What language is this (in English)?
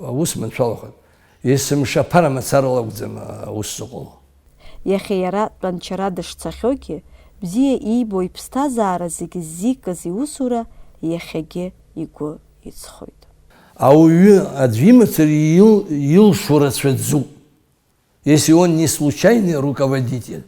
Abkhazian